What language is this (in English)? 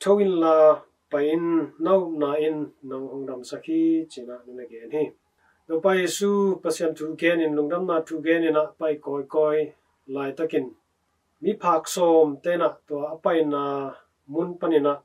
Tedim Chin